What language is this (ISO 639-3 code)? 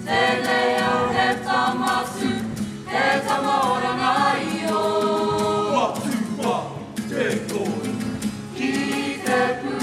mri